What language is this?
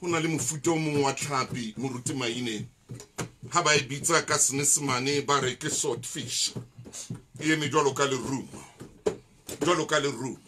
Southern Sotho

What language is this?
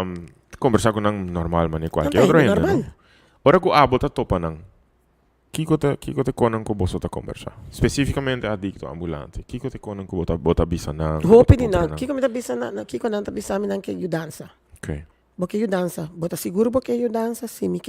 Papiamento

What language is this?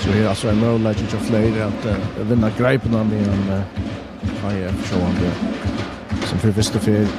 Faroese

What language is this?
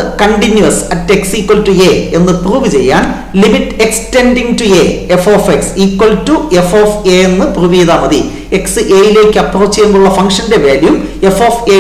Malayalam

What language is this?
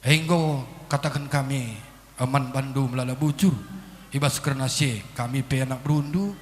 Batak Karo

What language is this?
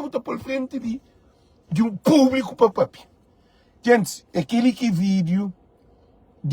Kabuverdianu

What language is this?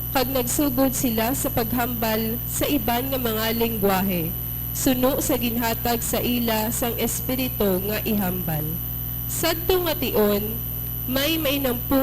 Hiligaynon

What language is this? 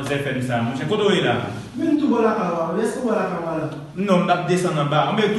Haitian Creole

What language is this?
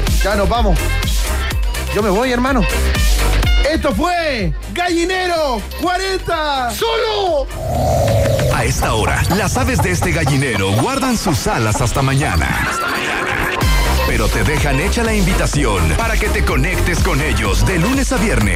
Spanish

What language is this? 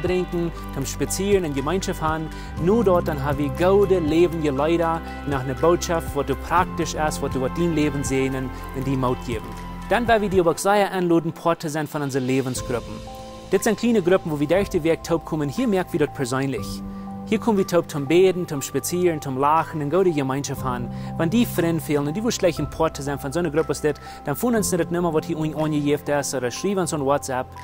Plautdietsch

